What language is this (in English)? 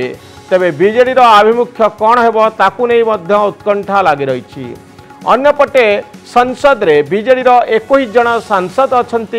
Odia